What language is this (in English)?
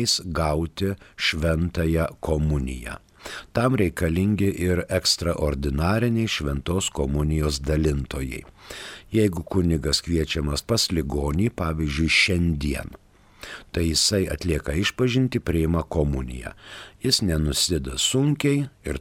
Lithuanian